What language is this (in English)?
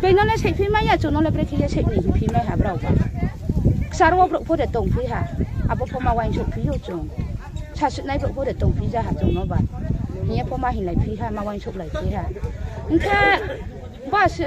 Riang (India)